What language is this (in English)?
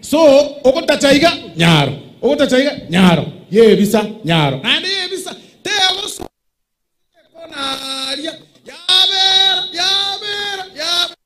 Gusii